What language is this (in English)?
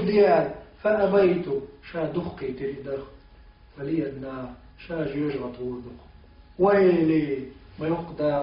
Chechen